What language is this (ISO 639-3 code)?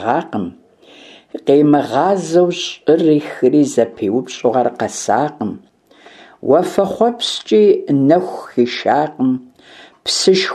kbd